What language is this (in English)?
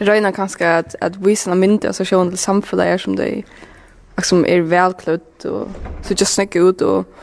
Faroese